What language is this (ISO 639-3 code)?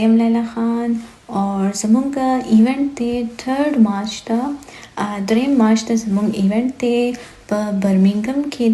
pus